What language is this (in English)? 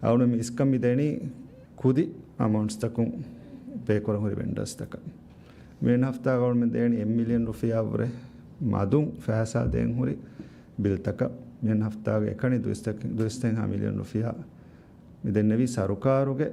Divehi